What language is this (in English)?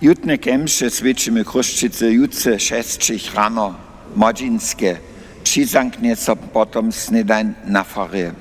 Upper Sorbian